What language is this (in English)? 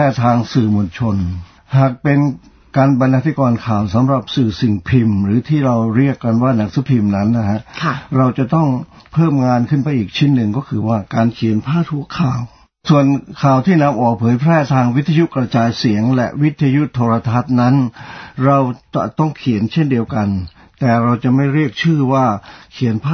Thai